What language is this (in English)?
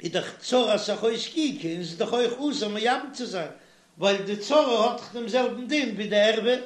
Yiddish